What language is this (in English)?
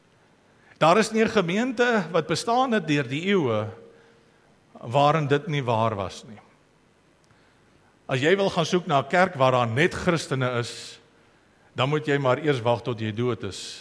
Afrikaans